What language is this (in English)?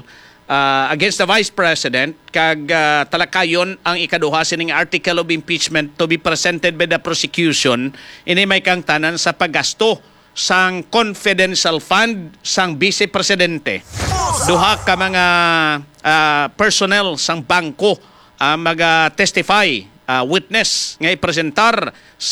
Hiligaynon